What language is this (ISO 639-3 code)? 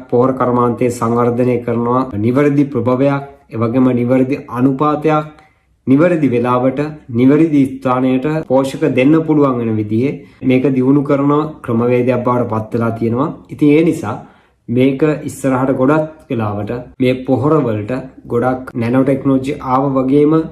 sin